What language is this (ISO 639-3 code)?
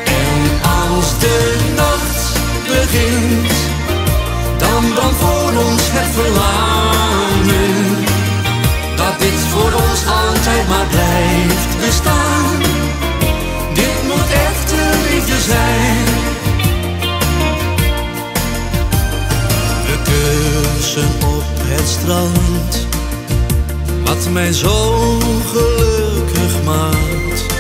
nld